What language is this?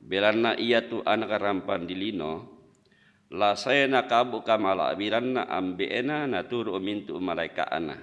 Toraja-Sa'dan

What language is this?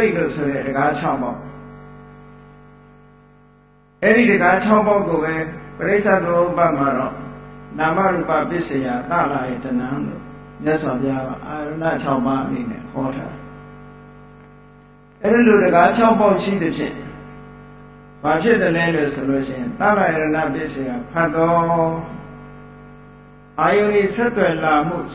Burmese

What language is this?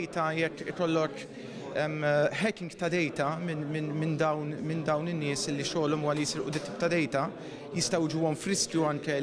Maltese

